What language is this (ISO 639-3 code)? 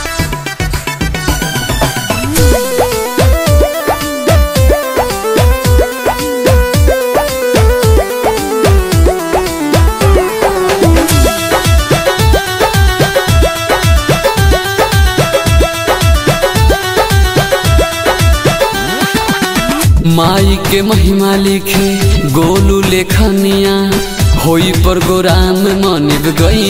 bho